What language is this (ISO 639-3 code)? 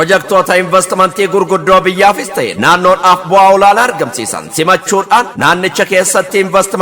orm